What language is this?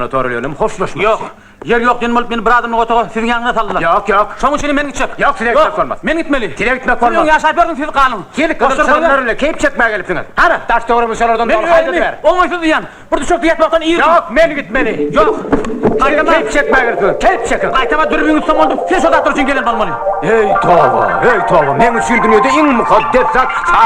Turkmen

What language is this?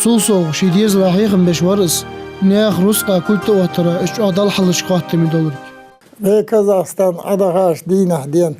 Ingush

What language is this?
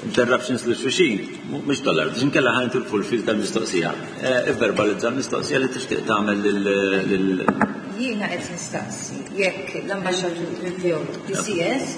Maltese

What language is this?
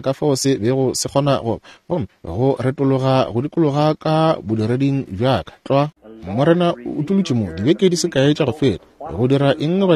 Northern Sotho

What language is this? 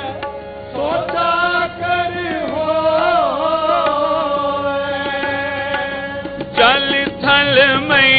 Punjabi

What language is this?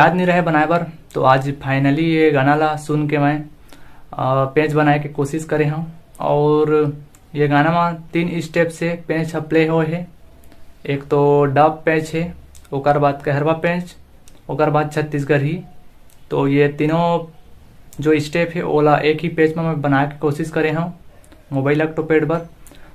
Chhattisgarhi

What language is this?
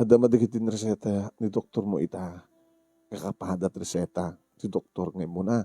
Iloko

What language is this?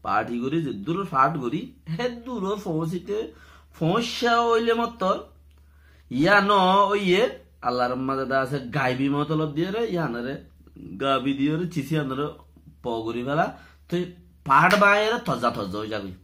Rohingya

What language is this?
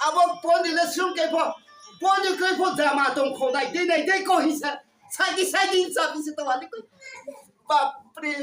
Riang (India)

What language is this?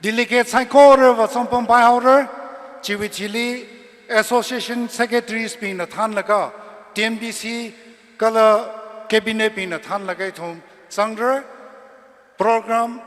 Tangkhul Naga (India)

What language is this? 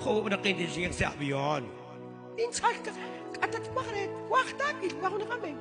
Kekchí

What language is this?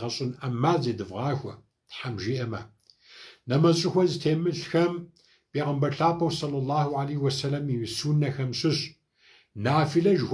Kabardian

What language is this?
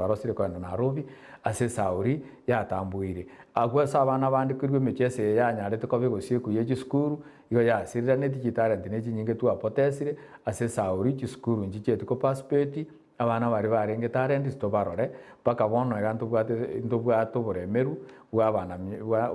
Gusii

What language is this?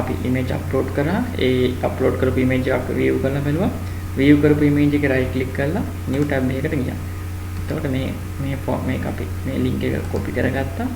Sinhala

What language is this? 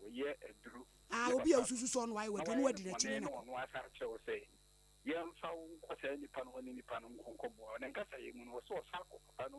Akan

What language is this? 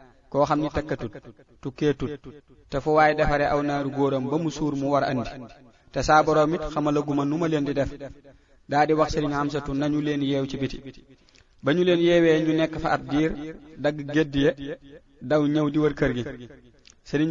Wolof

